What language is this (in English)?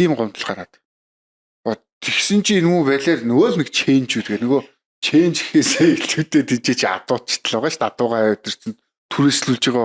Mongolian